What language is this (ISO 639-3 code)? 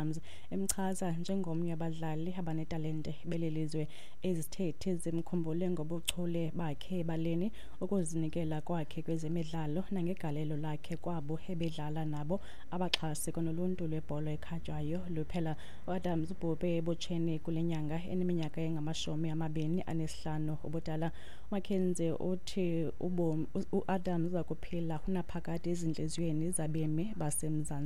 xho